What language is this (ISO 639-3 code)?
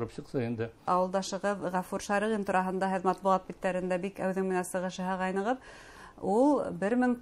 bak